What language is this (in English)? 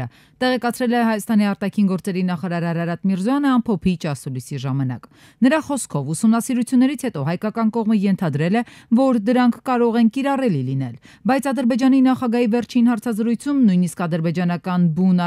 Armenian